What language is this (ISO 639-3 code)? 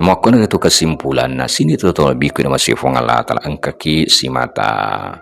bug